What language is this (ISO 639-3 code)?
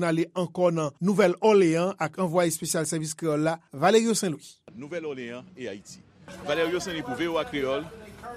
hat